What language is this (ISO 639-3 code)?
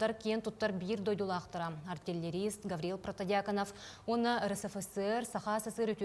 sah